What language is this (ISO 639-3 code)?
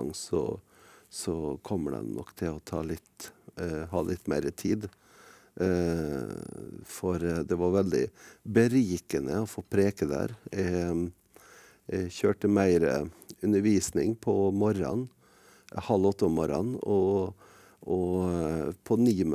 nor